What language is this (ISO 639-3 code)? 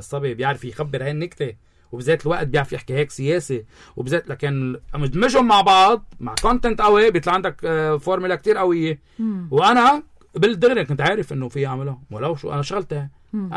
apc